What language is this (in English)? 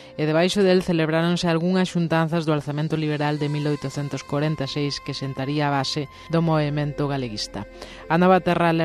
Galician